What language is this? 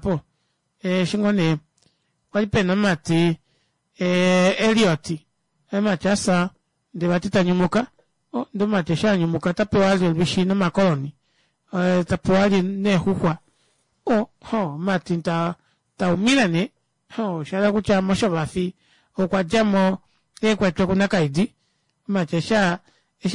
Kuanyama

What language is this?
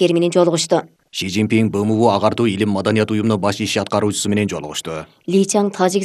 Kyrgyz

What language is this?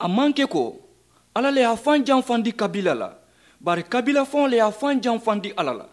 Mandingo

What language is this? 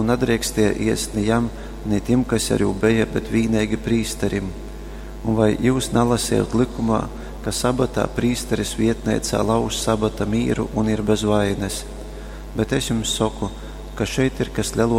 Latgalian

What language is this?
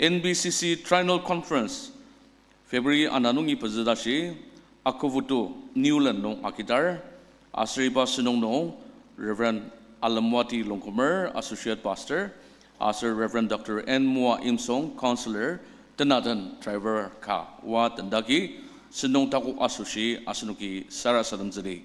Ao Naga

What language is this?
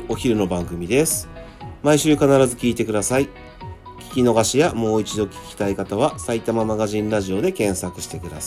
Japanese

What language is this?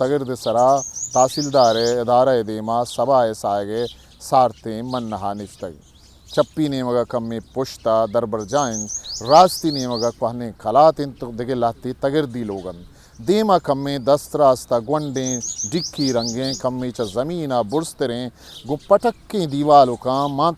Eastern Balochi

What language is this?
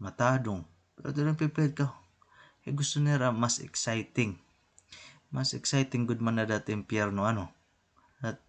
Waray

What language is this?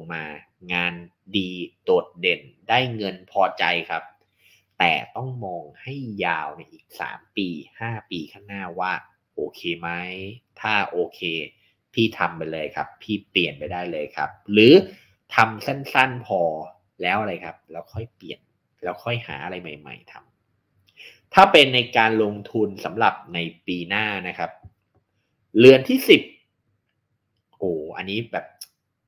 Thai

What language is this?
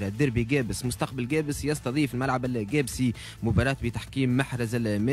Tunisian Arabic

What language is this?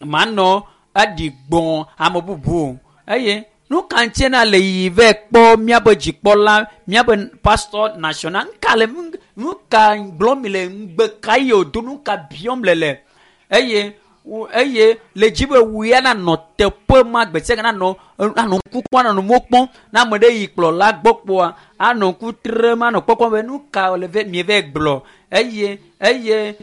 Ewe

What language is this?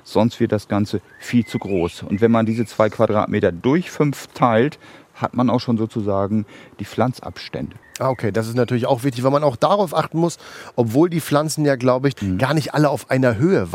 German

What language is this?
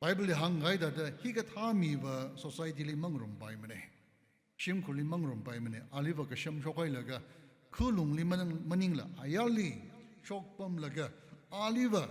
Tangkhul Naga (India)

